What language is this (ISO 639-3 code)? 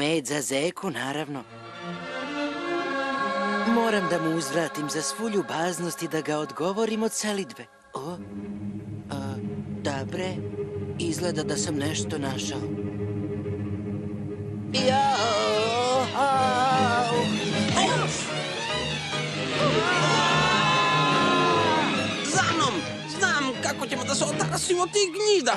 srp